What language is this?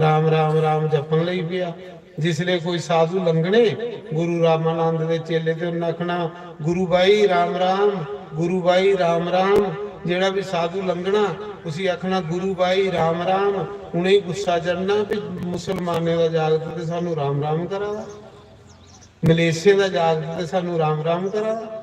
Dogri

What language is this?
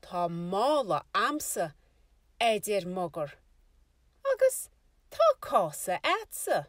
Irish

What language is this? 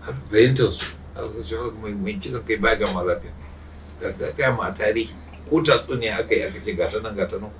Hausa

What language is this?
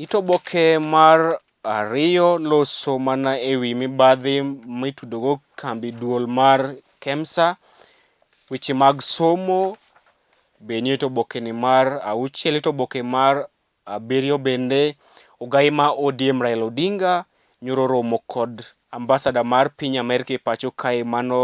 Luo (Kenya and Tanzania)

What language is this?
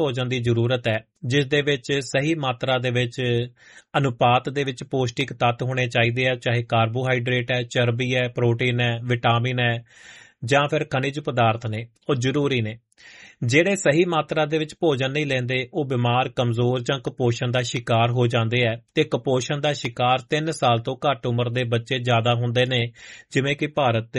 Punjabi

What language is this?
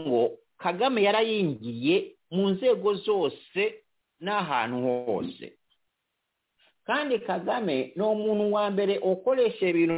Kinyarwanda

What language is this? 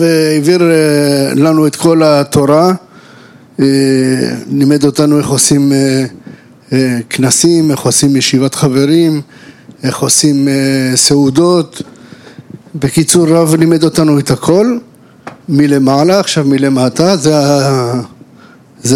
Hebrew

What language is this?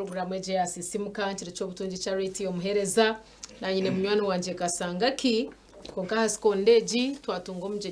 Nyankole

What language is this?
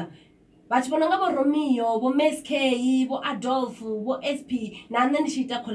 Venda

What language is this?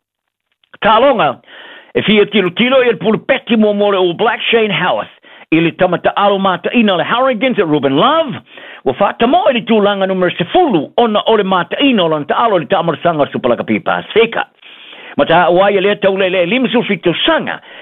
Samoan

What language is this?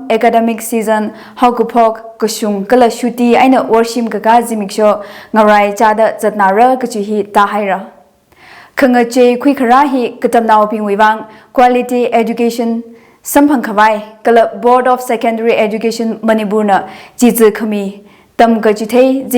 Tangkhul Naga (India)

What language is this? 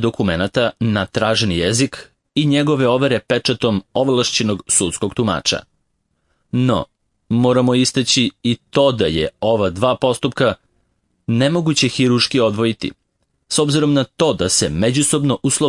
Serbian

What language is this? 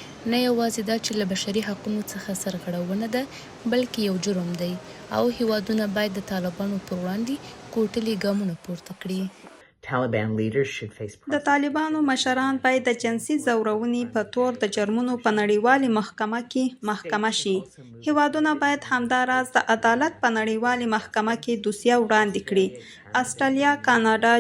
Pashto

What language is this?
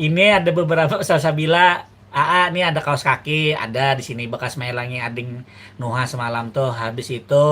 Banjar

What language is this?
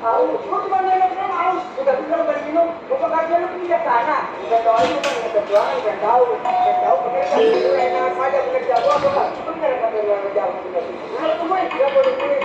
Betawi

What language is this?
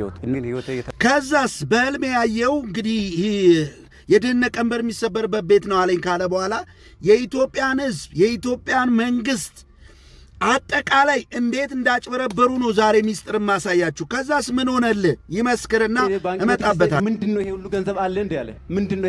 Amharic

